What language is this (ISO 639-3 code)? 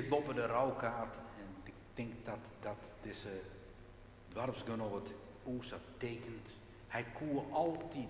fry